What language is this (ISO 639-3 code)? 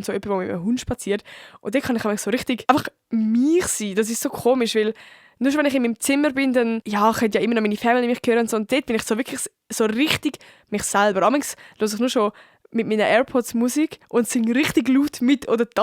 gsw